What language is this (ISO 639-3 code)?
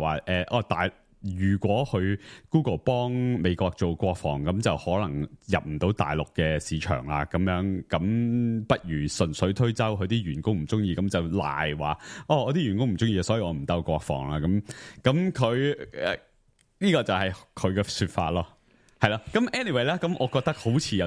yue